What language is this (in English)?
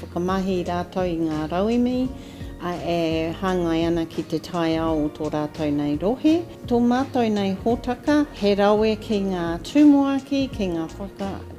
Māori